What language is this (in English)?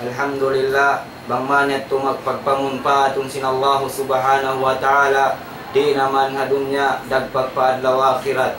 Tausug